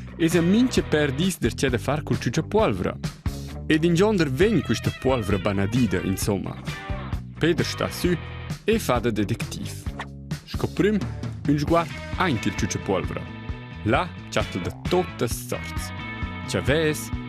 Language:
Romansh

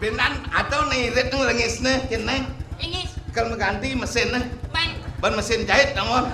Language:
Balinese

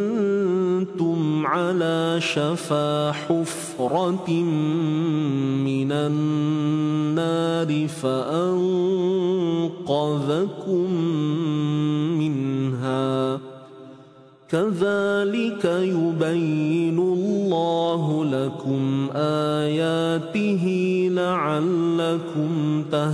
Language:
Arabic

